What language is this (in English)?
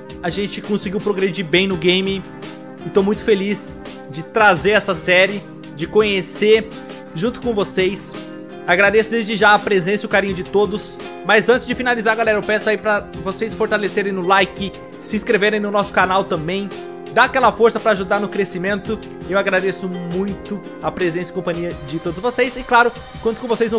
Portuguese